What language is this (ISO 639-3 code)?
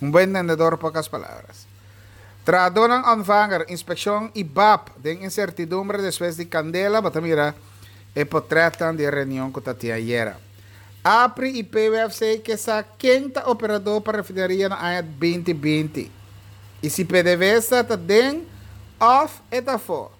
pap